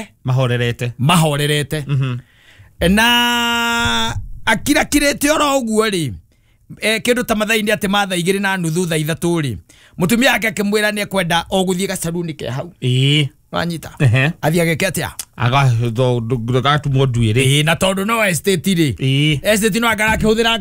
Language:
Kikuyu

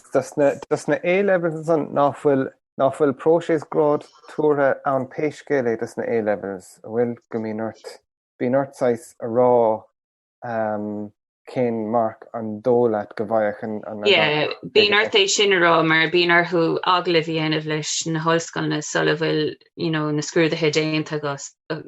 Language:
Irish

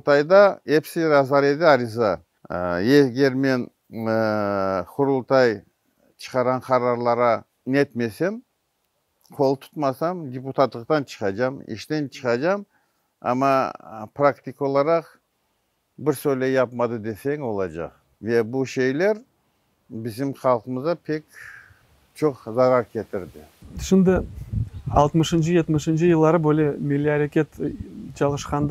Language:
Crimean Tatar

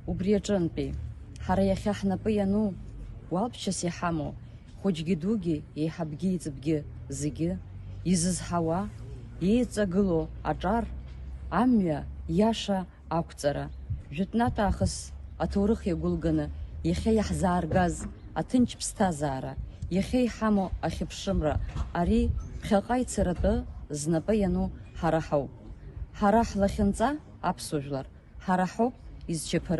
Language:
Abkhazian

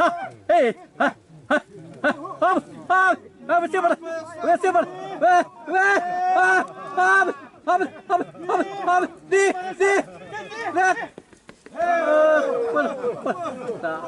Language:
Xavánte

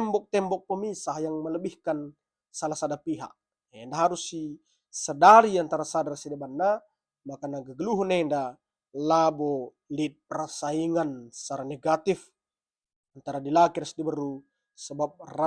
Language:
Batak Karo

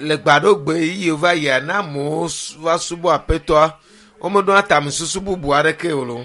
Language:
Ewe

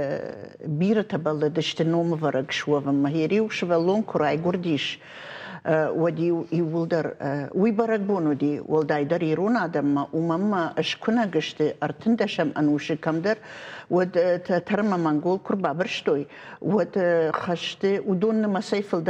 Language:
Ossetic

